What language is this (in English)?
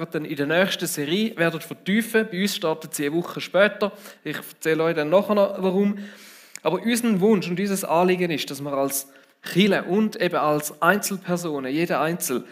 Swiss German